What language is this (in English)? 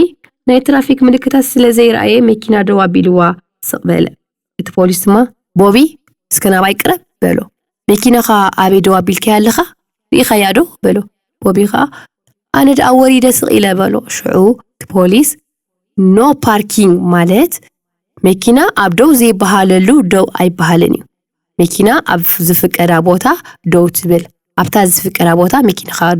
Tigrinya